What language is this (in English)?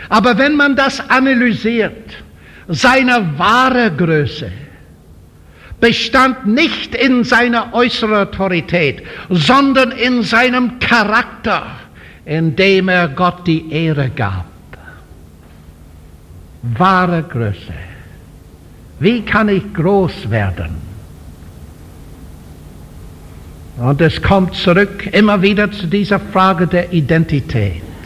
German